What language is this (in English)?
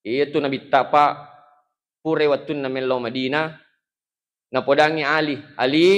Buginese